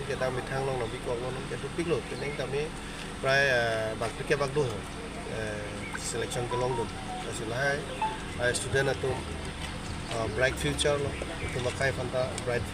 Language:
Karbi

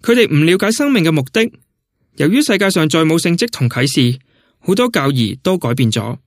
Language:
Cantonese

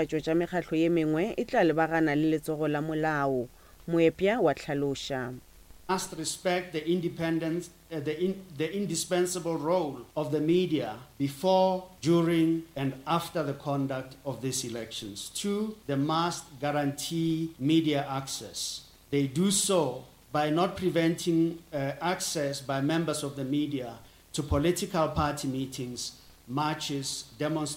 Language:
Northern Sotho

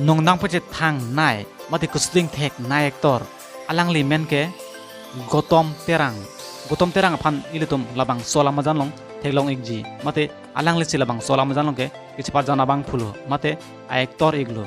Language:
Karbi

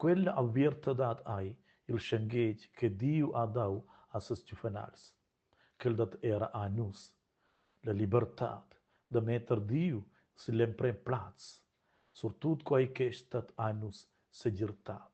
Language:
Romansh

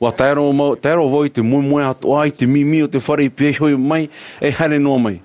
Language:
Tahitian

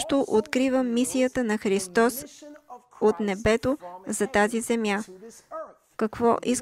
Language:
Bulgarian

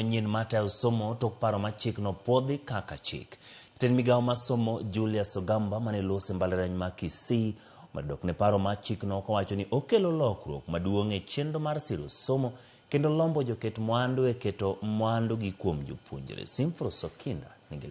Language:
Luo (Kenya and Tanzania)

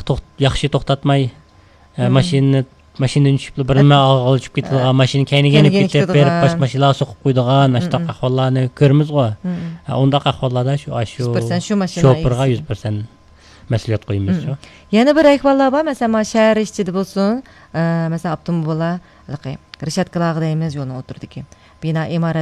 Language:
Uyghur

